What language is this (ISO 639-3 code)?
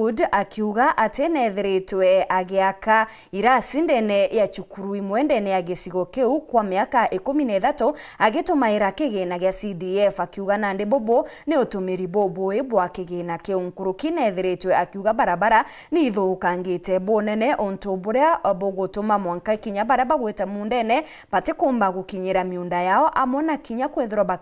mer